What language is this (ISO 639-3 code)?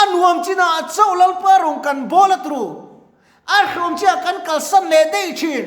lus